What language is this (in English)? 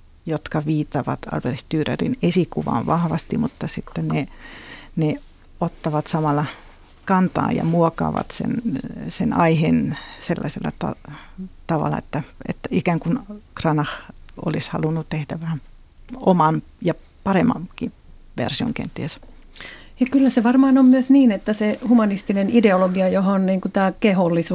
Finnish